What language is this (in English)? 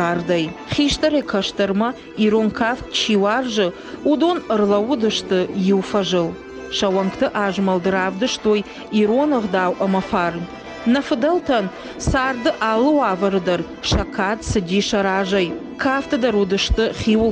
Ossetic